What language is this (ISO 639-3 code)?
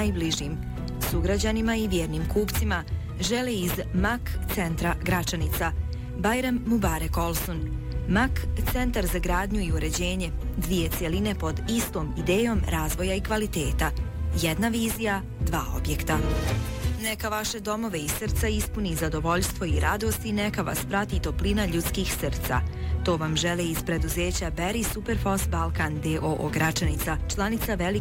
bos